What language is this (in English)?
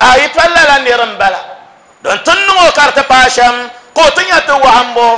Dagbani